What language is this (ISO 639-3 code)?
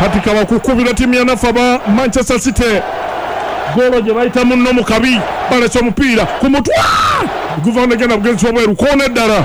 lug